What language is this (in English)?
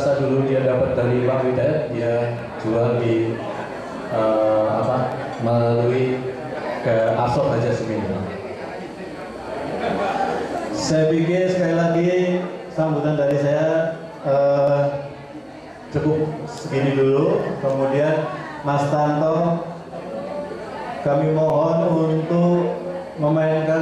Indonesian